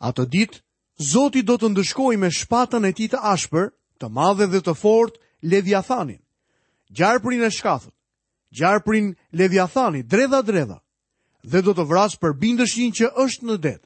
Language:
Albanian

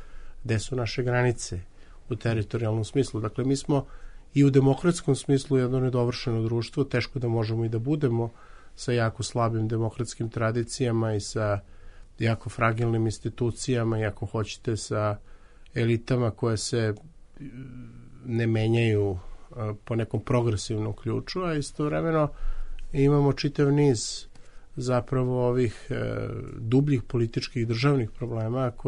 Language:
Serbian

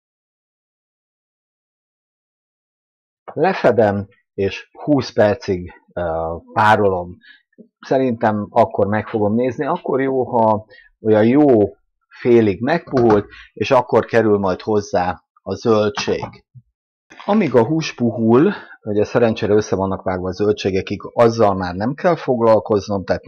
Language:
Hungarian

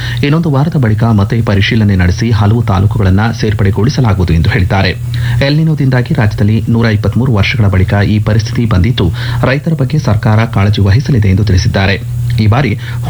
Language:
Kannada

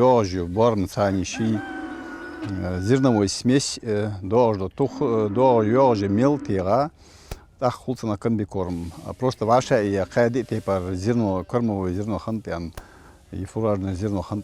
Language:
Ingush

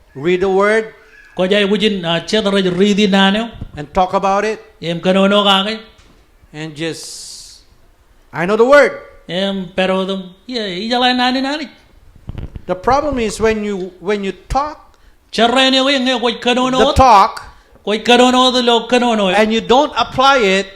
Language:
Marshallese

